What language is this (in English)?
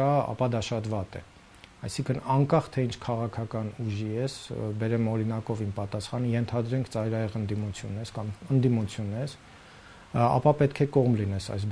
Armenian